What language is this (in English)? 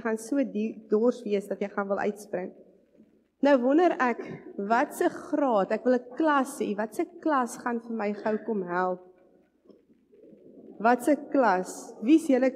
Afrikaans